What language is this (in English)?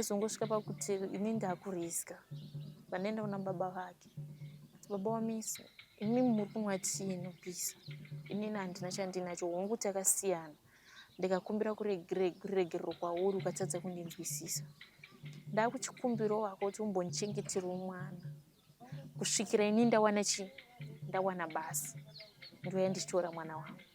Shona